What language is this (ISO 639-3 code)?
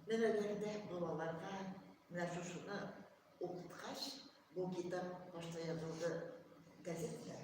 tat